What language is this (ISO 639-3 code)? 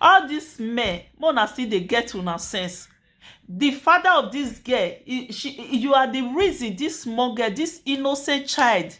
pcm